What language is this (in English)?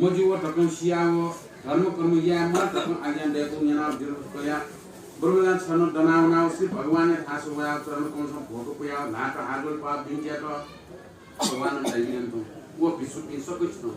Newari